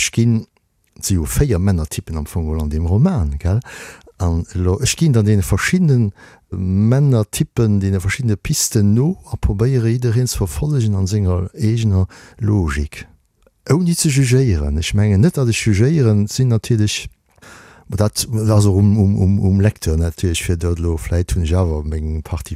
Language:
Luxembourgish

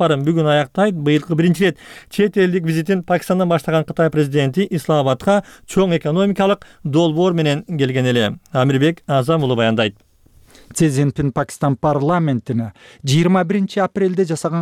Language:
Kyrgyz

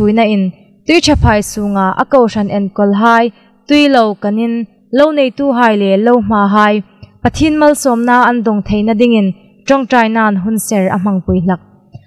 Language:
Hmar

